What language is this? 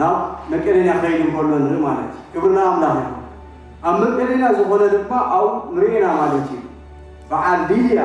Tigrinya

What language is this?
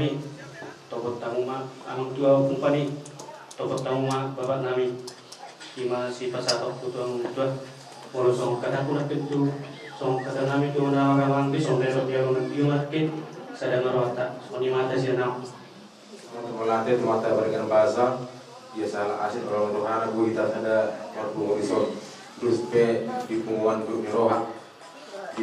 Batak Toba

